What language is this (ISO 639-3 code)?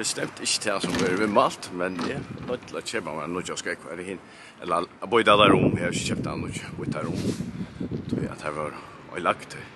fao